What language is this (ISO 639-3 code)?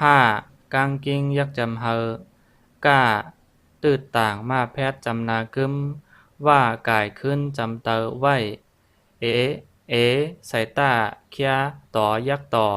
shn